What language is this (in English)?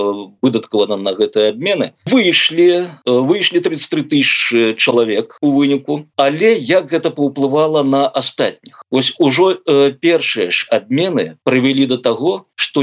Belarusian